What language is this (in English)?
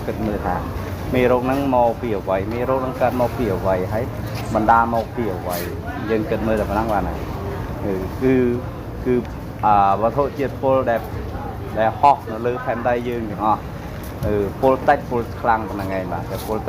Khmer